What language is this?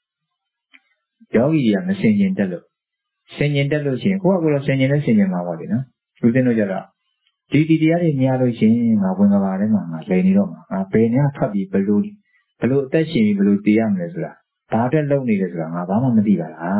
Burmese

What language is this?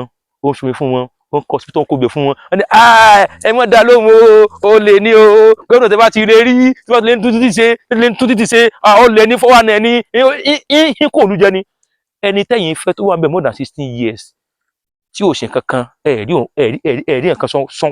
Yoruba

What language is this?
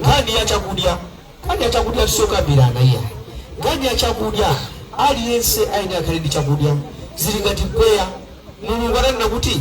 Nyanja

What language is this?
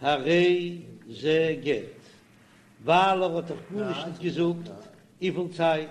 Yiddish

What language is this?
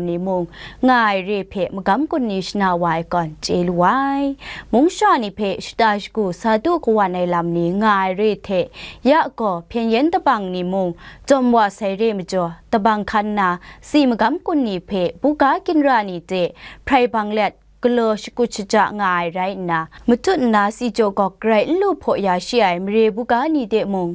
Kachin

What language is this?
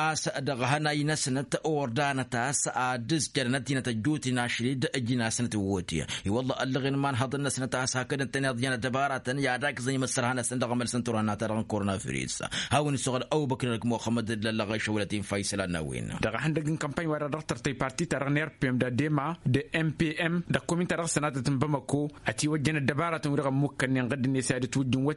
Tamasheq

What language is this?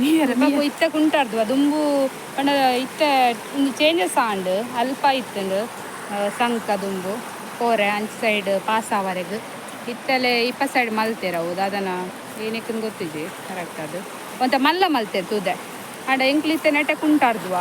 Tulu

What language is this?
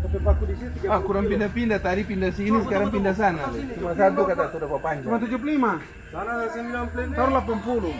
Manado Malay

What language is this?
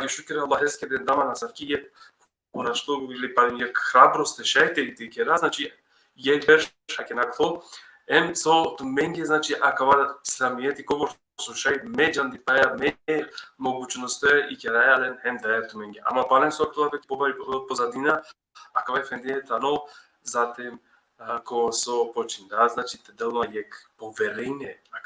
Balkan Romani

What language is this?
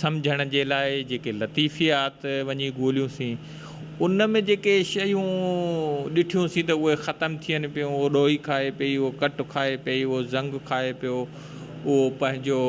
Sindhi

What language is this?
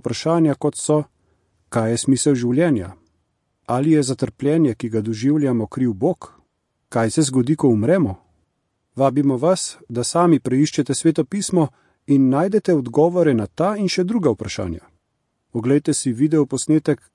Slovenian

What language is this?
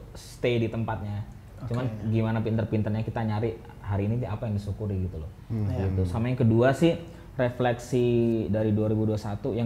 Indonesian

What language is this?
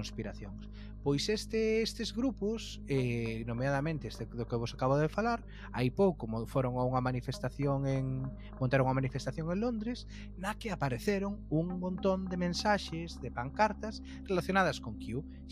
Galician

